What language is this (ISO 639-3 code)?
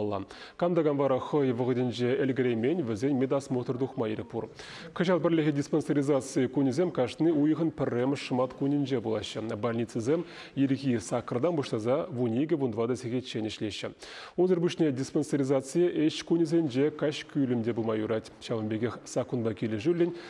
chv